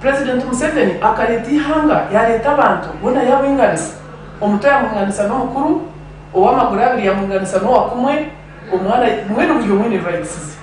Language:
Nyankole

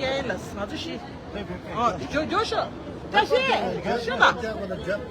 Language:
Tibetan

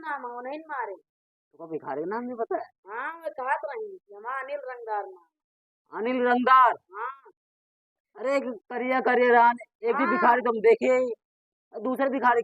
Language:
Awadhi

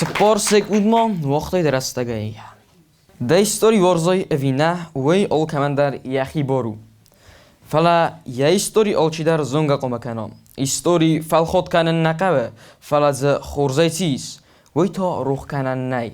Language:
Ossetic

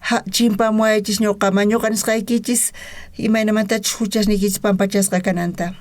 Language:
South Bolivian Quechua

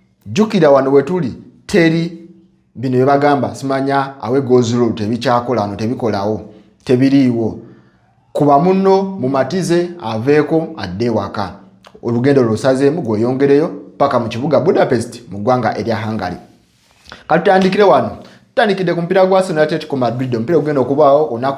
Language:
Ganda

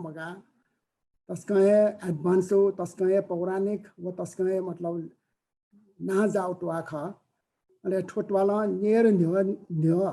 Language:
Newari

